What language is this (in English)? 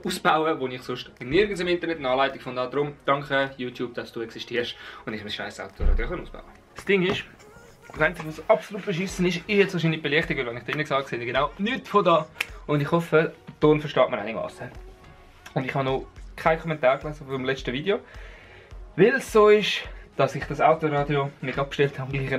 Swiss German